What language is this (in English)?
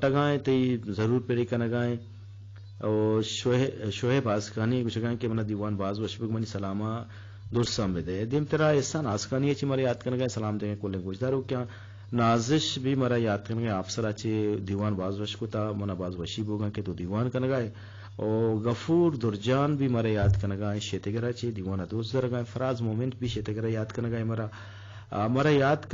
Eastern Balochi